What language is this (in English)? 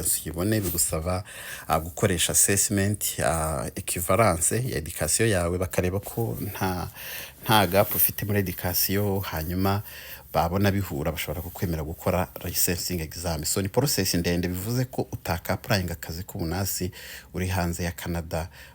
Kinyarwanda